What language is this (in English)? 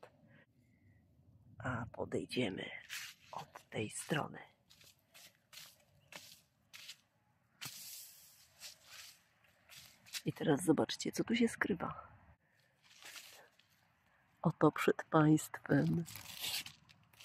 Polish